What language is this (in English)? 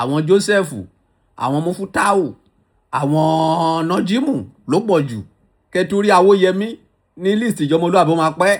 Yoruba